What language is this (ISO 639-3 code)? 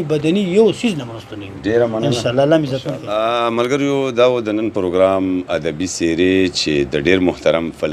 pus